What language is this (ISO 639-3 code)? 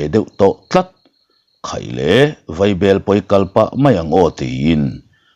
lus